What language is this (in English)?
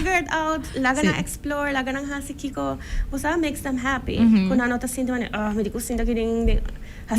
Papiamento